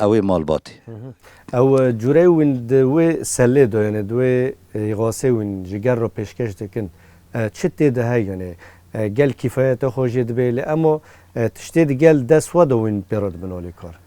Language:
Kurdish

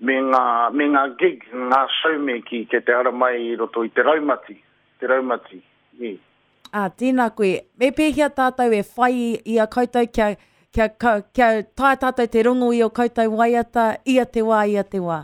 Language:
Māori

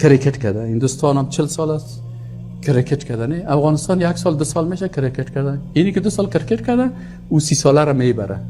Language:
Persian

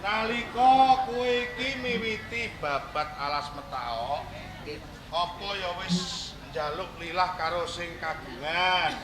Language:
Javanese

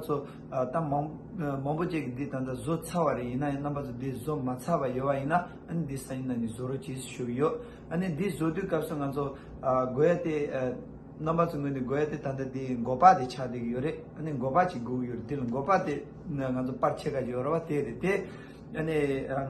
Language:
Tibetan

